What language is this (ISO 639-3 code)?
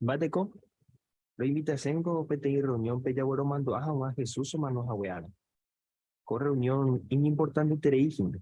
grn